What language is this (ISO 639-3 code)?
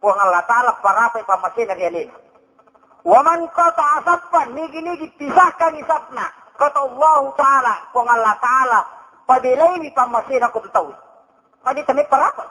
bug